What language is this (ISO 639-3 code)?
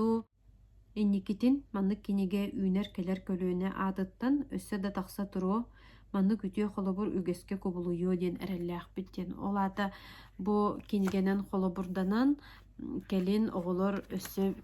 sah